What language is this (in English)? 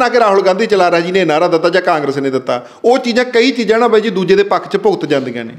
Punjabi